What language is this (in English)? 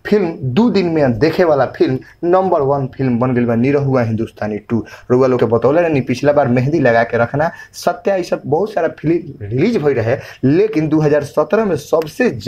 Bhojpuri